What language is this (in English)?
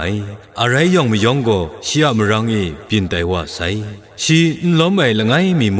Kachin